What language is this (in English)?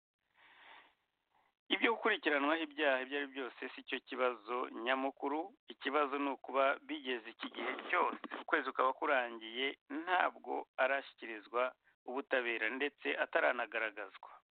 Kinyarwanda